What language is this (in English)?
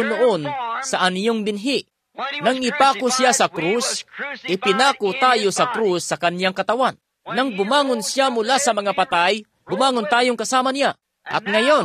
Filipino